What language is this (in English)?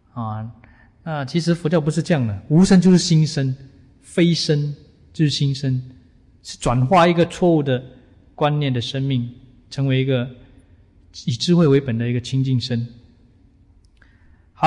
Chinese